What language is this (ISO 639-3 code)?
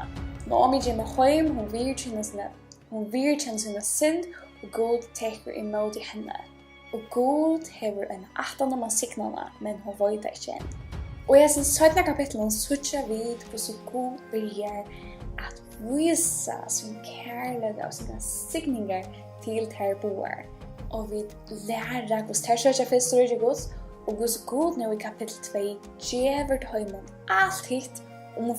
fao